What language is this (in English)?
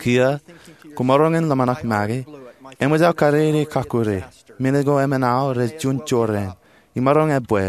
Marshallese